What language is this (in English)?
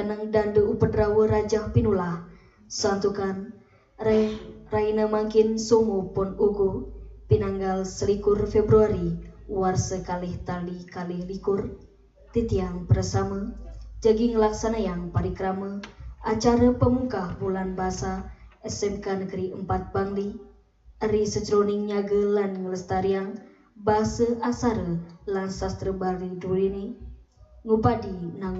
Balinese